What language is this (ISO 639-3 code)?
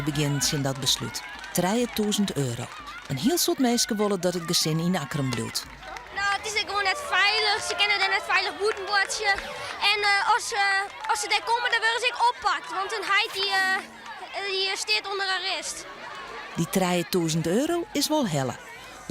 fry